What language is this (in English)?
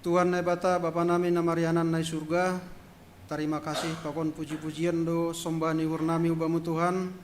Batak Simalungun